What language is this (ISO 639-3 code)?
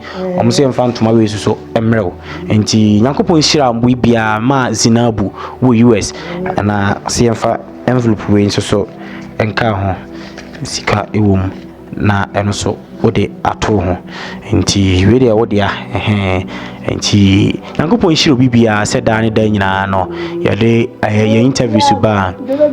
aka